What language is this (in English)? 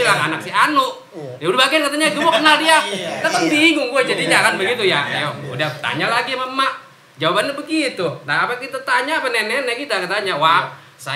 Betawi